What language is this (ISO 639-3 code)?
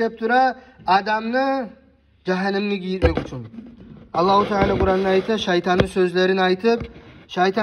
kum